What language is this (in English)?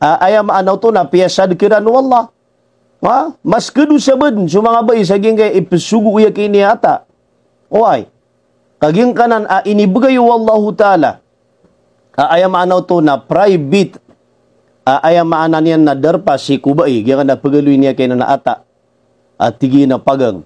Maranao